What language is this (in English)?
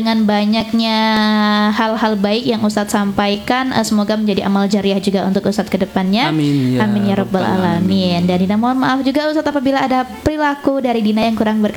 Indonesian